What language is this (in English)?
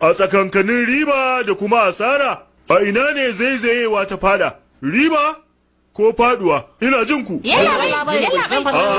Hausa